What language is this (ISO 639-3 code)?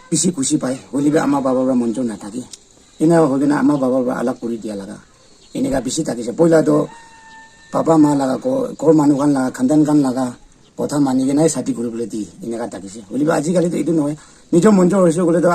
nag